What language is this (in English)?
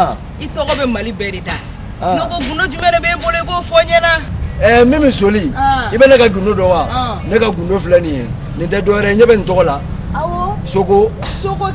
Bambara